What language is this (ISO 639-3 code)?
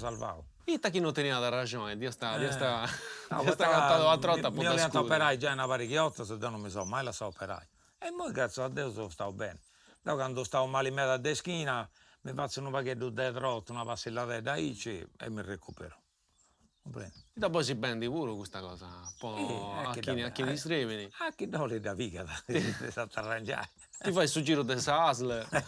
srd